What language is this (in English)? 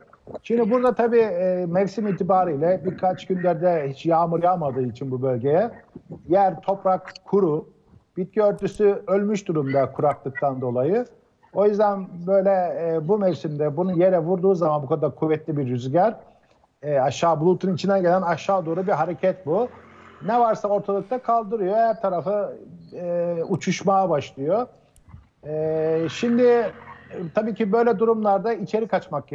Turkish